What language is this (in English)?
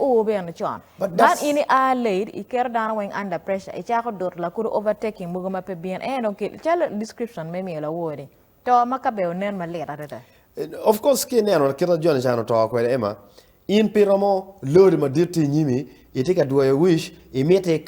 Acoli